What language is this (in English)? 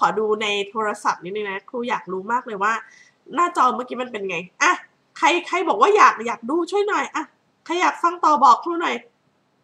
Thai